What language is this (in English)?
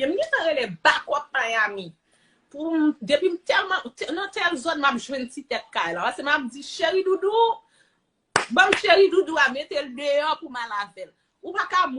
Haitian Creole